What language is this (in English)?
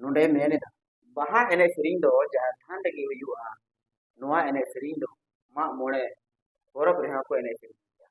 Santali